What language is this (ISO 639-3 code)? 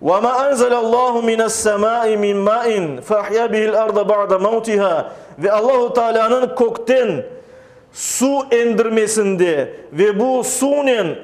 crh